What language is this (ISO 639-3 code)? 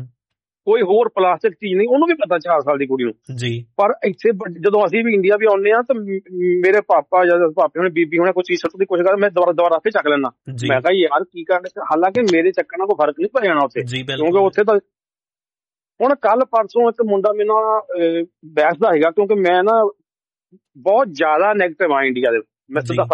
pan